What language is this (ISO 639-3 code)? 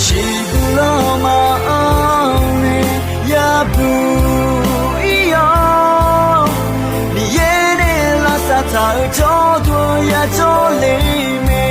ahk